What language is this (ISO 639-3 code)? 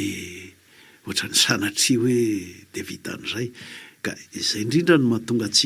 mlg